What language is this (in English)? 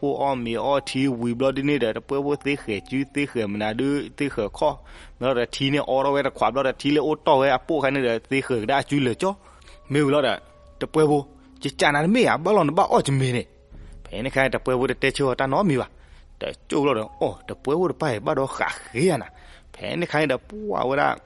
S'gaw Karen